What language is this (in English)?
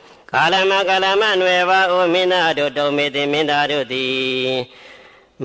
Burmese